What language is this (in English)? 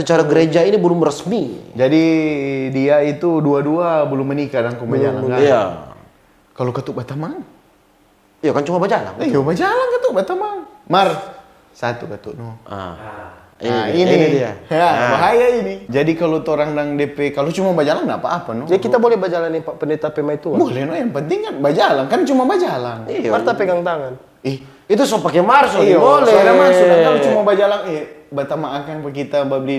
Manado Malay